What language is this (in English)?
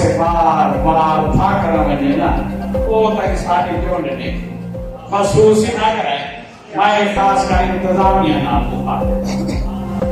Saraiki